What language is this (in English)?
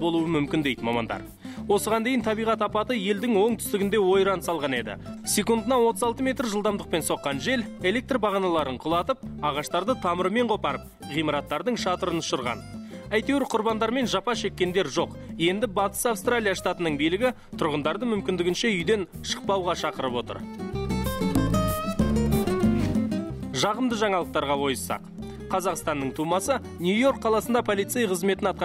Kazakh